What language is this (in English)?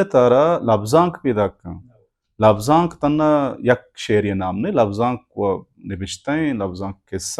Baluchi